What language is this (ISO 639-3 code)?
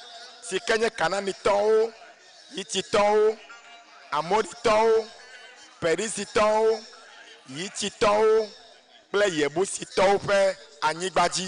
ewe